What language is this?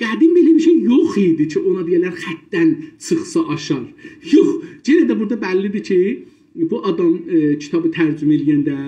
South Azerbaijani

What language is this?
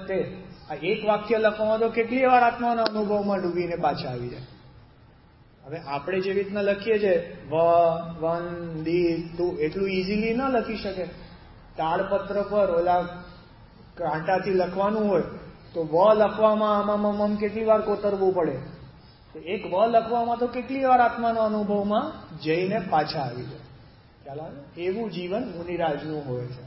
Gujarati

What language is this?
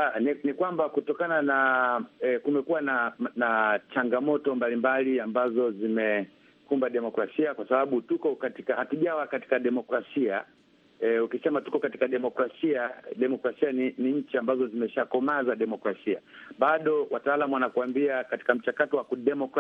Swahili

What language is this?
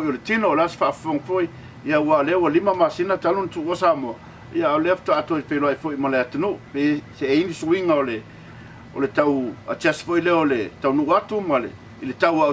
Samoan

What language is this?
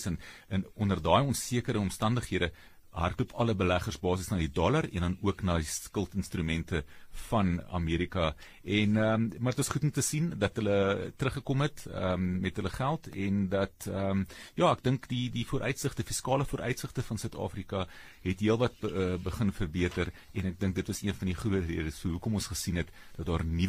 Afrikaans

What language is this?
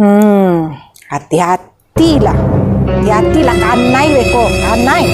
Minangkabau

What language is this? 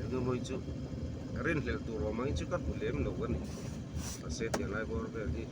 Mizo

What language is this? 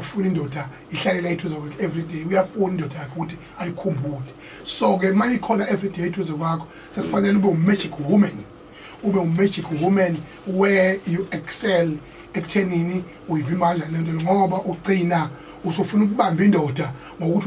Zulu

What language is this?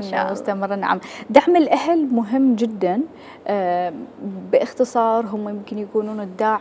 Mesopotamian Arabic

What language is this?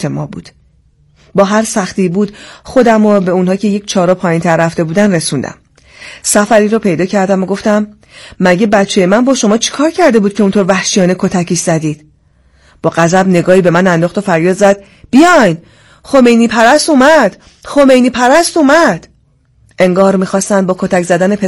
Persian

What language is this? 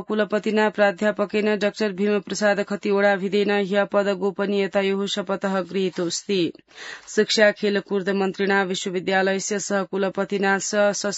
Sanskrit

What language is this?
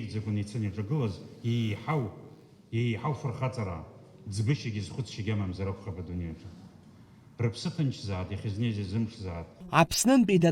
Abkhazian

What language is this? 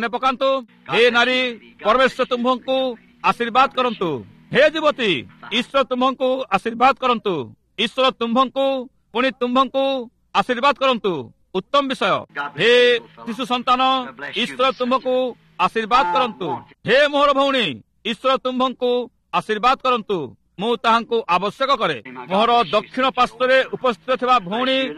Odia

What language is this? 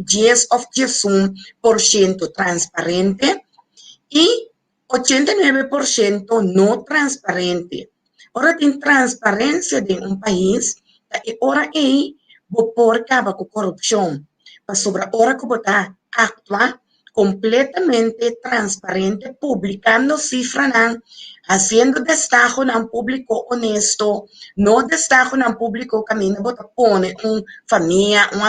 Papiamento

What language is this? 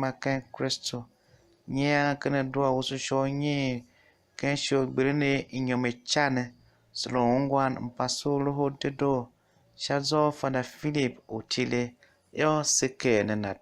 Tiv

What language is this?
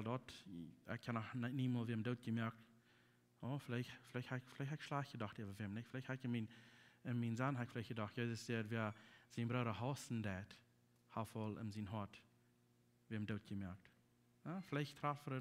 Plautdietsch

